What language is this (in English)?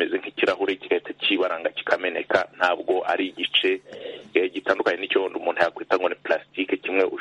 Kinyarwanda